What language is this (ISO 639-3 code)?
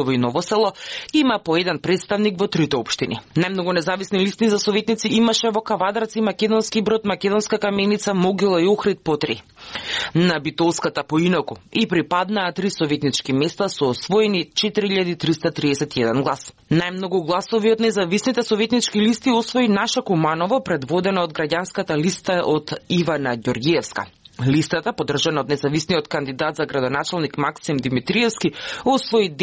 mkd